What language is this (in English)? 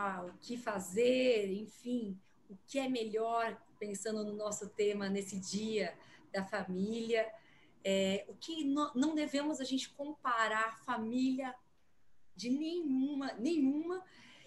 Portuguese